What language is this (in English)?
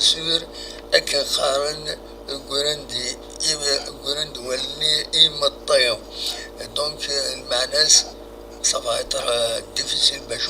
Kabyle